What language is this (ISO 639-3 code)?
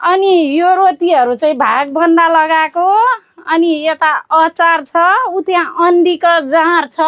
nep